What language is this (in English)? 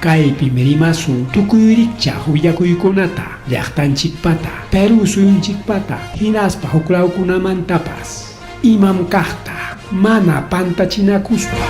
Ayacucho Quechua